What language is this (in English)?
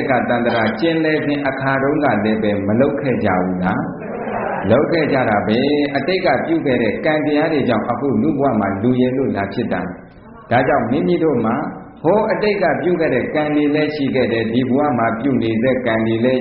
Burmese